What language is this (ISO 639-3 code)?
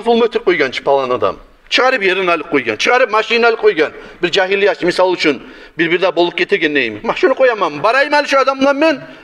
kum